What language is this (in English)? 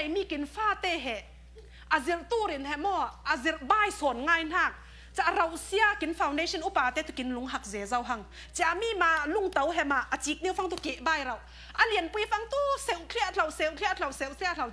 Falam Chin